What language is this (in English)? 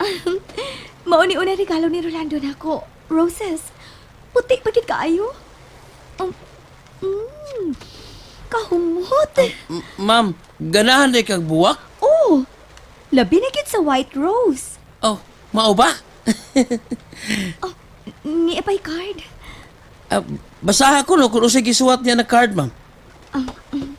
Cebuano